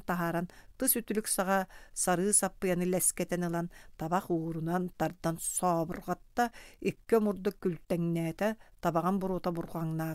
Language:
Yakut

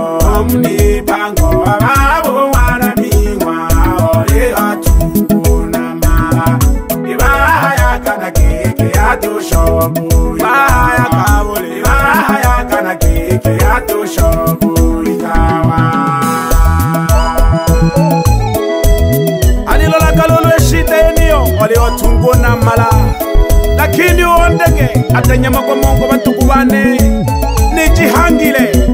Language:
Swahili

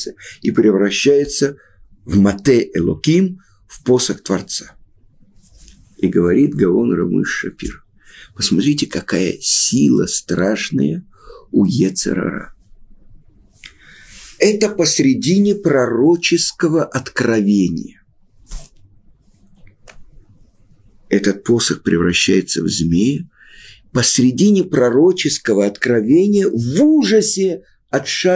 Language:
Russian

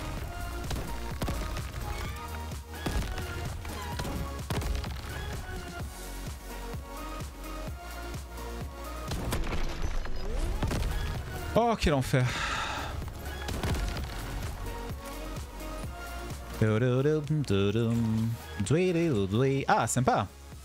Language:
French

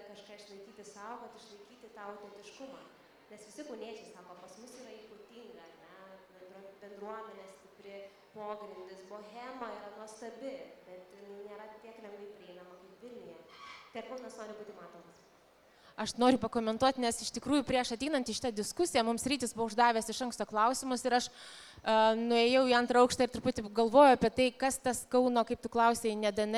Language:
Lithuanian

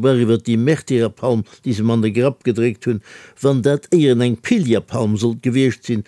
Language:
Luxembourgish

